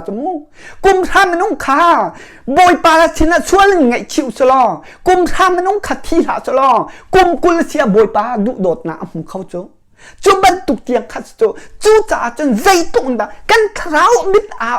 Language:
Hakha Chin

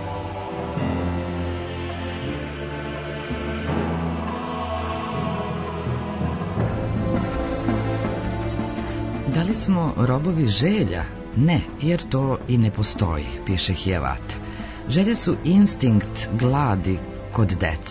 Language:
Serbian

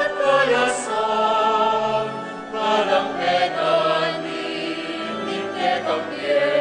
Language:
Pampanga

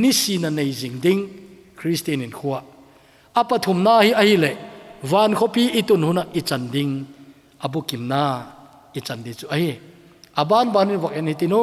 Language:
Thado Chin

